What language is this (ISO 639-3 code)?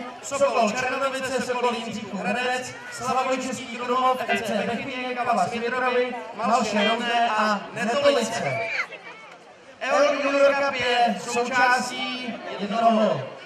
ces